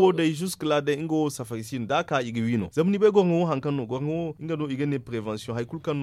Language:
Zarma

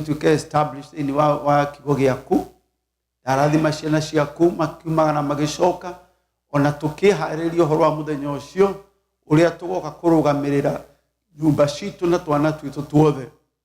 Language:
Kikuyu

